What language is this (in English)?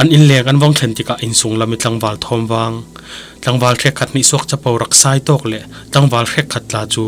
Falam Chin